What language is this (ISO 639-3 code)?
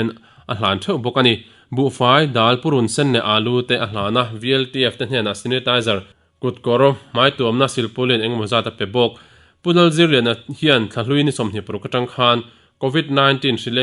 lus